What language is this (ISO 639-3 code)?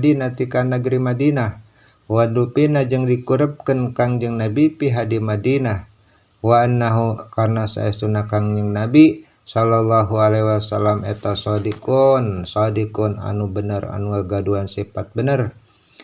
sun